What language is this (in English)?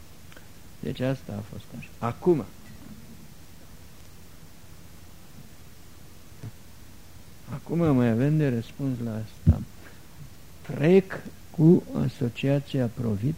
Romanian